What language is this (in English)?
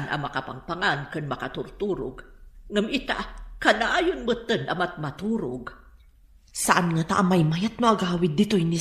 Iloko